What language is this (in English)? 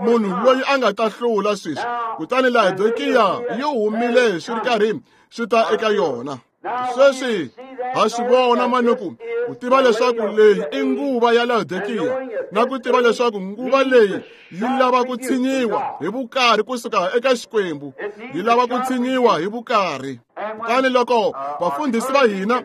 Tsonga